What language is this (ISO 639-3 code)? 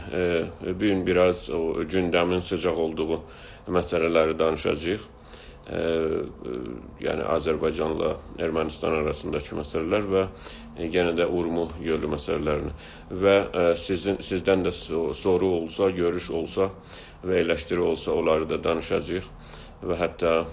azb